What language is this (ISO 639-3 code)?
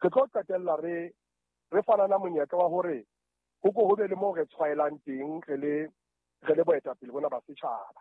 sot